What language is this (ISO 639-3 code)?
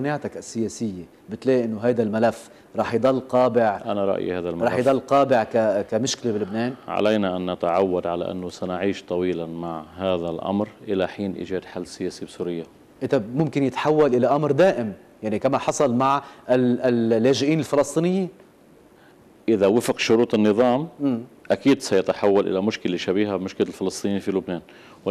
apc